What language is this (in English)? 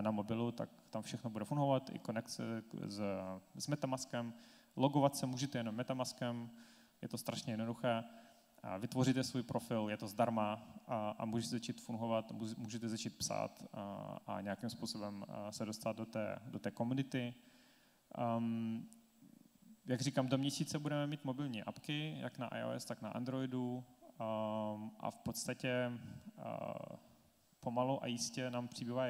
Czech